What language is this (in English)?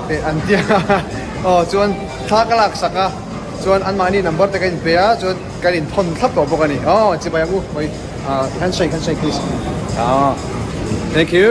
Mizo